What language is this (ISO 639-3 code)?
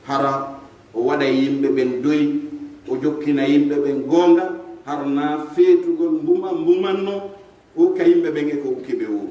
fuf